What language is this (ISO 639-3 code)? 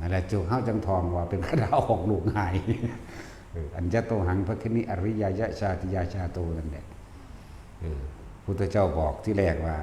tts